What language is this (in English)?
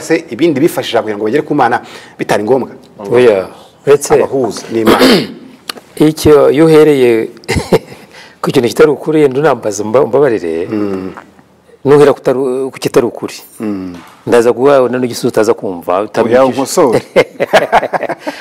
Kinyarwanda